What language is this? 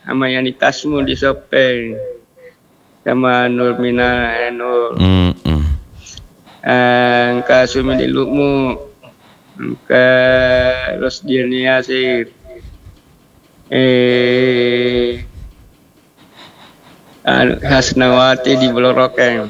Indonesian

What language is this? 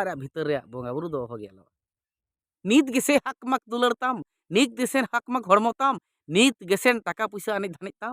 Santali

